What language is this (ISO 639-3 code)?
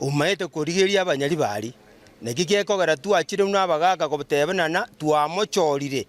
guz